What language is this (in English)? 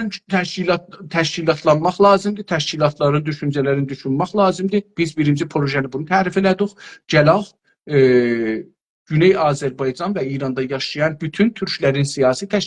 South Azerbaijani